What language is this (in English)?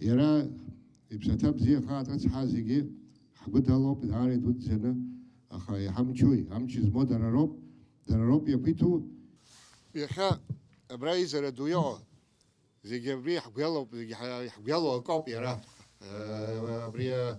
Abkhazian